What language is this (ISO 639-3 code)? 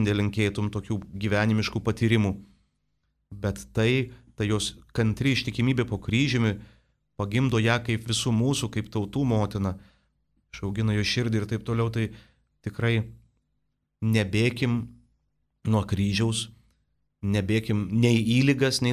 lit